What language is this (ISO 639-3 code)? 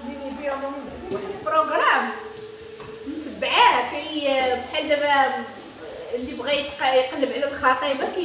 ary